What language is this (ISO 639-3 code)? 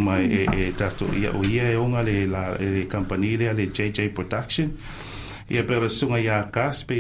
smo